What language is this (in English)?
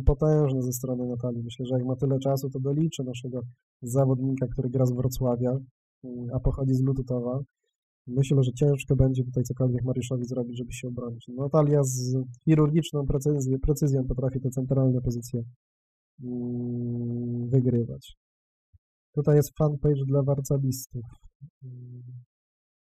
Polish